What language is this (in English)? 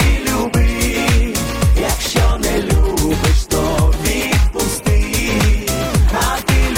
Ukrainian